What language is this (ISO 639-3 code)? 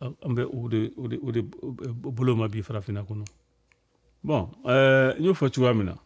bam